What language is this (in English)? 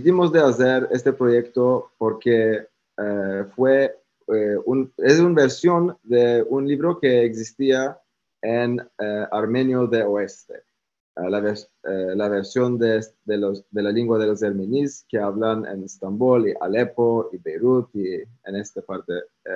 Ladino